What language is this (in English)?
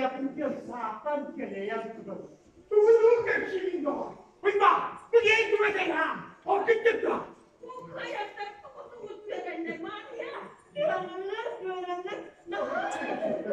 Yakut